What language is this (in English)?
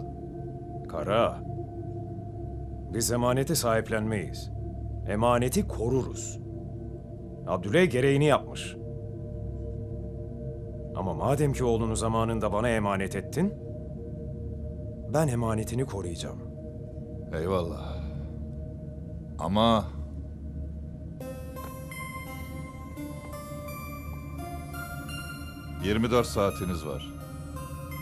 Turkish